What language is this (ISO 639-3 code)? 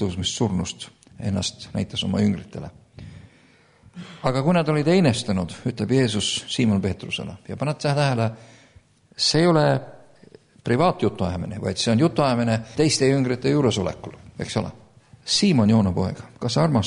est